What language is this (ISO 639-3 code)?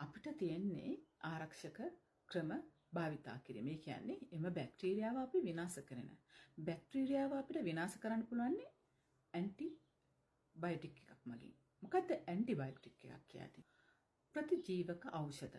sin